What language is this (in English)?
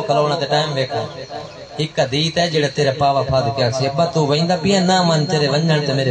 Saraiki